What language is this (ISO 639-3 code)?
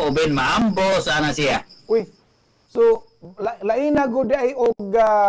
ceb